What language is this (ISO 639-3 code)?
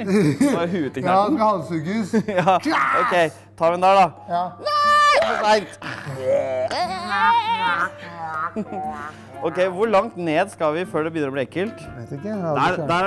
nor